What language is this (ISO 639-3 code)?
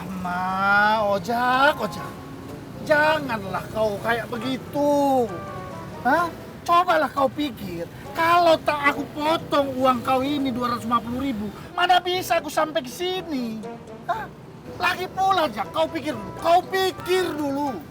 bew